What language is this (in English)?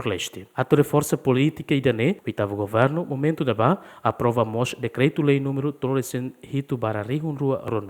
Tetum